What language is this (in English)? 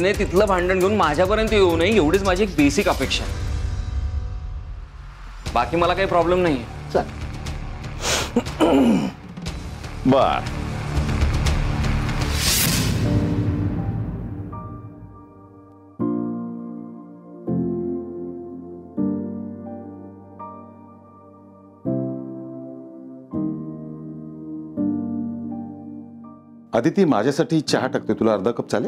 Marathi